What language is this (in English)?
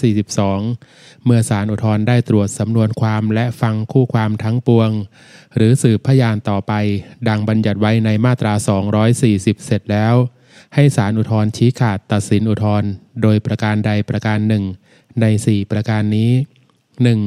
Thai